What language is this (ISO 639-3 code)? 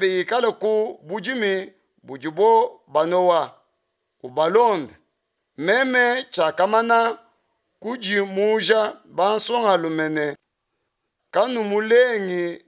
lua